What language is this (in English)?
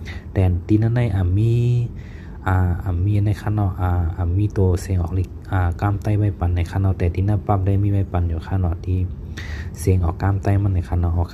Shan